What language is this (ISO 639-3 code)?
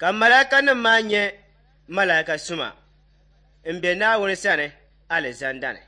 dag